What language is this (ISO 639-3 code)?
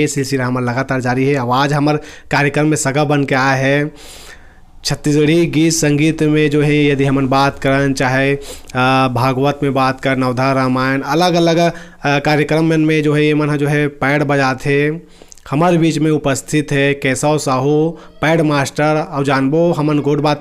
hne